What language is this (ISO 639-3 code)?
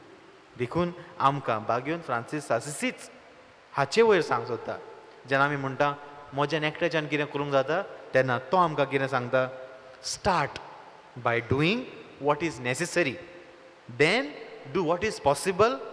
kok